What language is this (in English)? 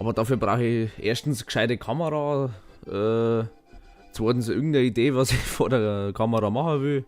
Bavarian